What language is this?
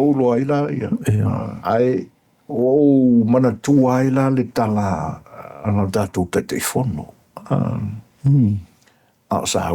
Samoan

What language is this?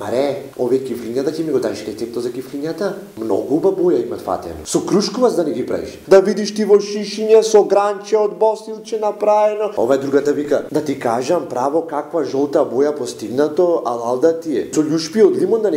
Macedonian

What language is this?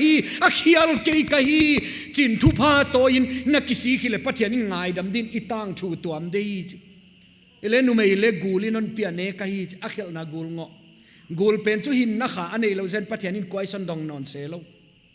Paite Chin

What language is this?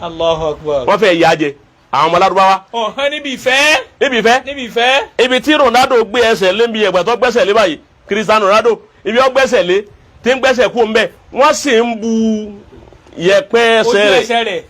Yoruba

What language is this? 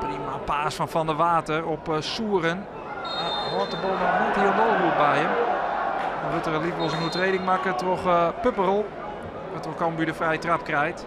Western Frisian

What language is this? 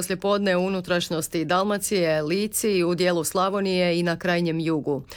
Croatian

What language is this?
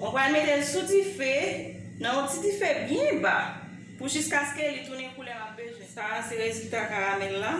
Haitian Creole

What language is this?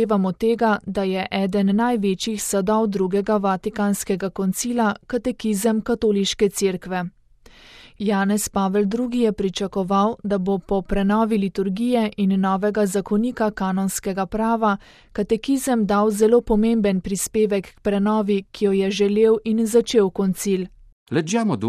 Slovenian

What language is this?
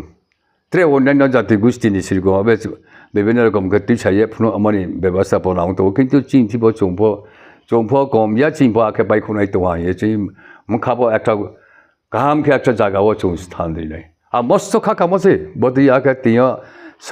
Riang (India)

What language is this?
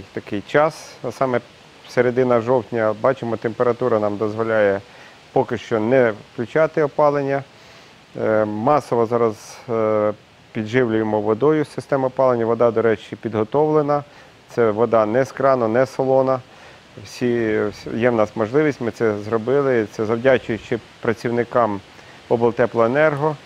Ukrainian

